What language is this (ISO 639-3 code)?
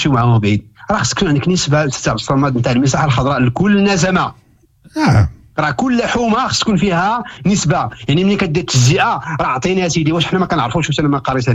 ary